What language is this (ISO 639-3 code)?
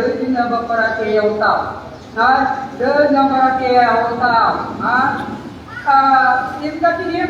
mrw